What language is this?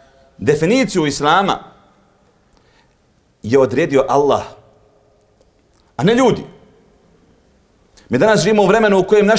Bosnian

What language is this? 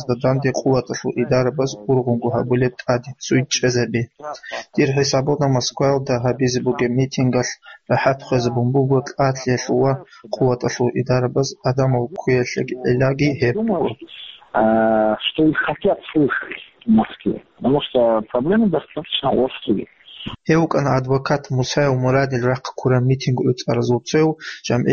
Avaric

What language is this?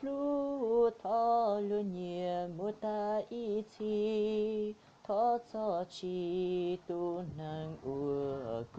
Hmong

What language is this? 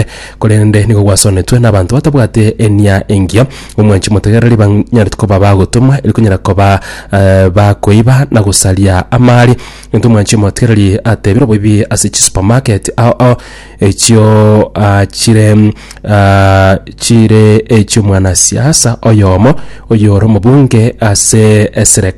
Gusii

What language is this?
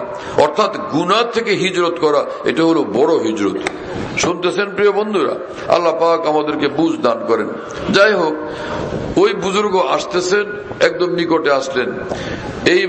Bangla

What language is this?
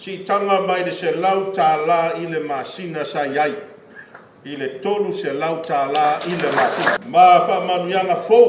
Samoan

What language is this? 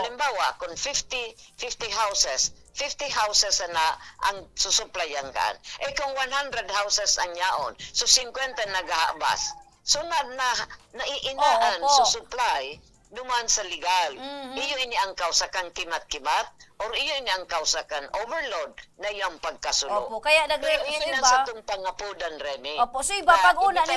Bikol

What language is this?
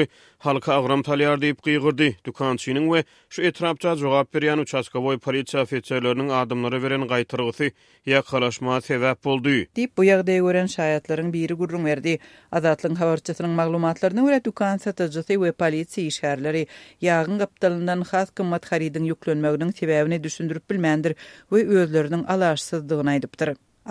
Turkmen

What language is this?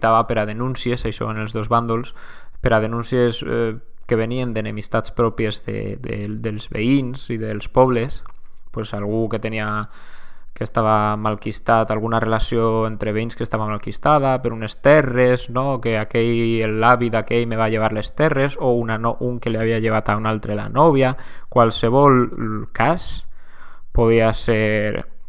Catalan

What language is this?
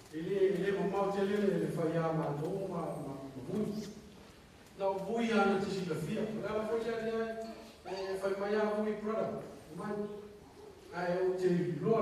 Samoan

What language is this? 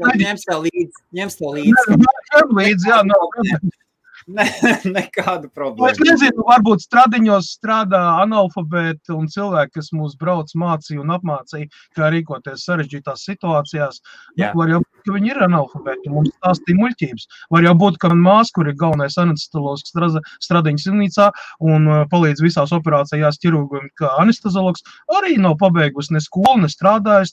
Latvian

